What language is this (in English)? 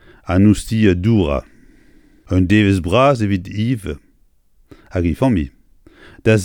Breton